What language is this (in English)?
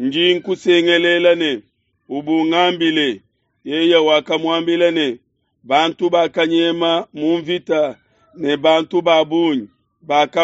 Luba-Lulua